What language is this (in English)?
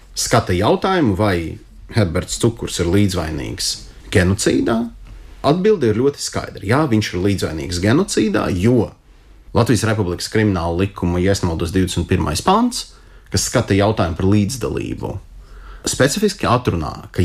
Latvian